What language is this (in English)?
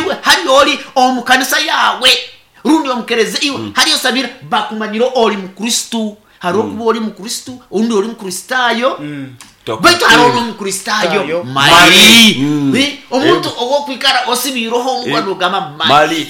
Nyankole